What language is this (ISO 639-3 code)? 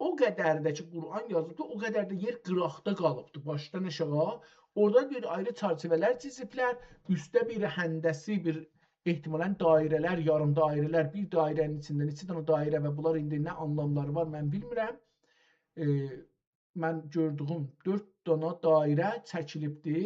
azb